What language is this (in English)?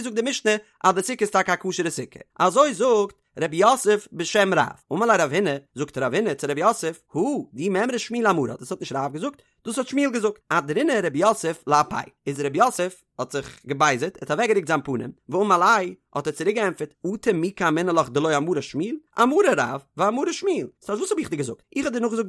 Yiddish